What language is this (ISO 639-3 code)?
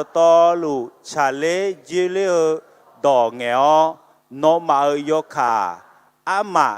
ahk